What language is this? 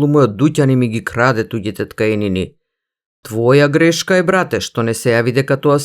Macedonian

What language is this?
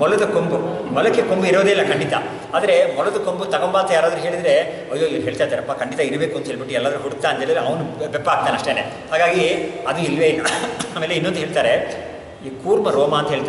Kannada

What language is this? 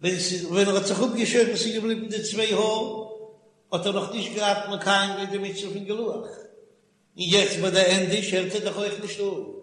Yiddish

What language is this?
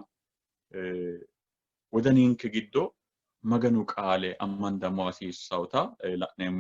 Sidamo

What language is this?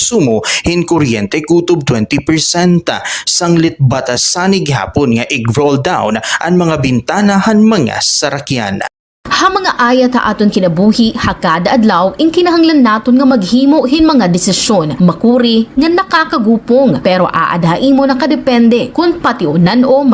Waray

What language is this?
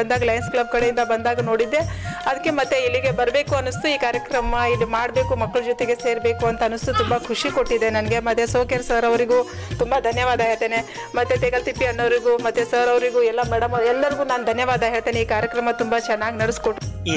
Kannada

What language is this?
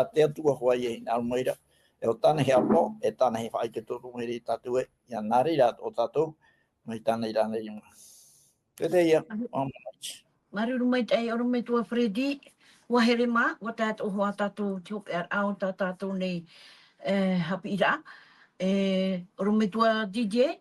Tahitian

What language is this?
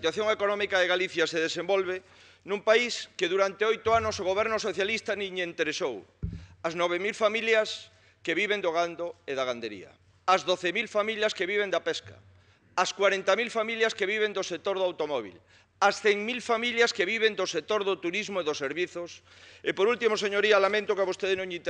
Galician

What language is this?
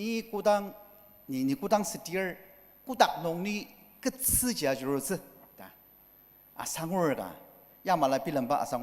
Ao Naga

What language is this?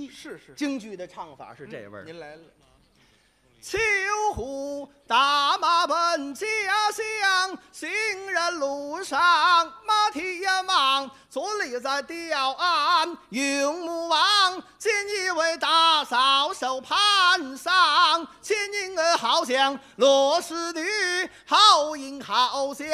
Chinese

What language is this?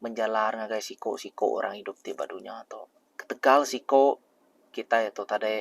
Iban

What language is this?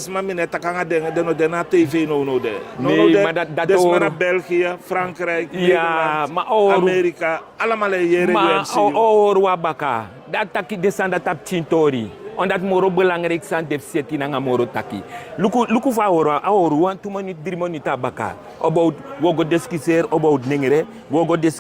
Sranan Tongo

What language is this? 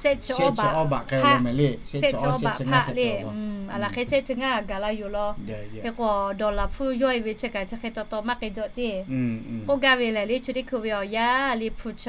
Lahu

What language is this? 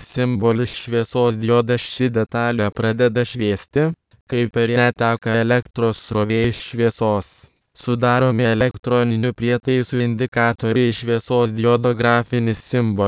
Lithuanian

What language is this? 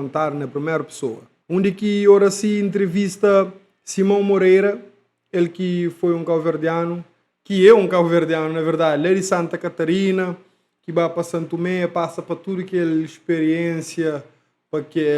Kabuverdianu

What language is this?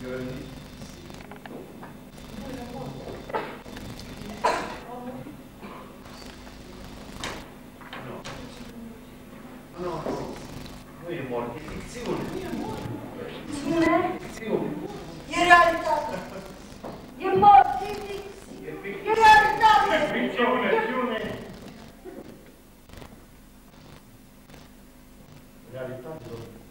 Romanian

